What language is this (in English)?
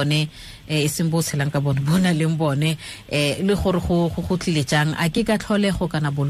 Tswana